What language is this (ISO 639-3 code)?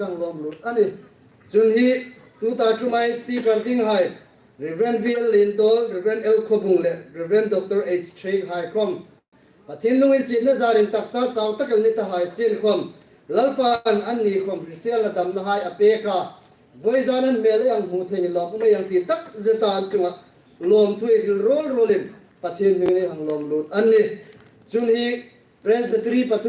hmr